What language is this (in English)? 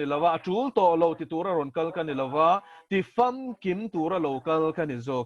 Mizo